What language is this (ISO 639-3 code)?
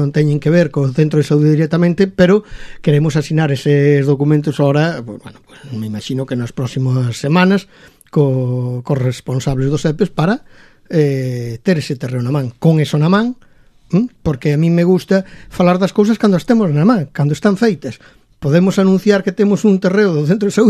glg